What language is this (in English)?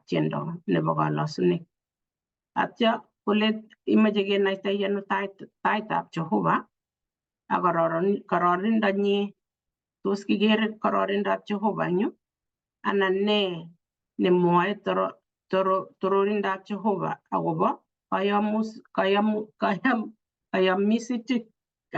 Kalenjin